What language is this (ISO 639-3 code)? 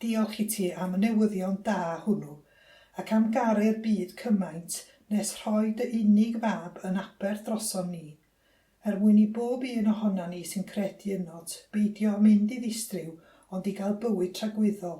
cym